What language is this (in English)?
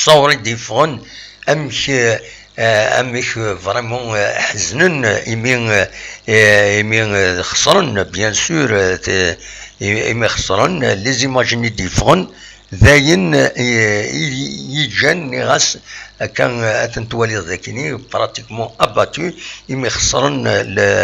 Kabyle